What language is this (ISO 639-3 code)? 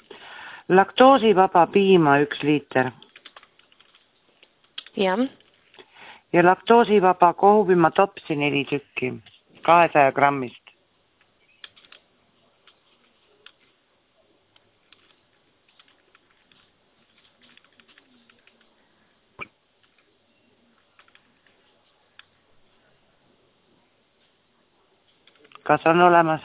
est